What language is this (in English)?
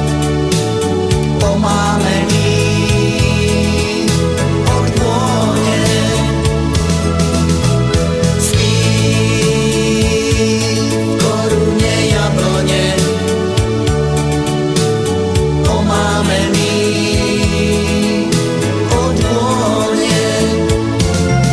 Slovak